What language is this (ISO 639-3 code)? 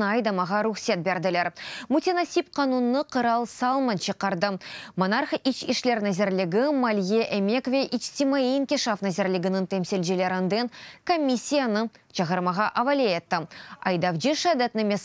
crh